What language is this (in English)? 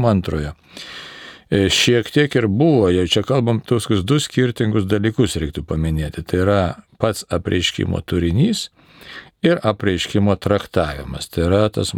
Lithuanian